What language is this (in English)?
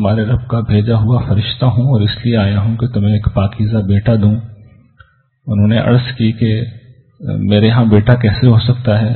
Urdu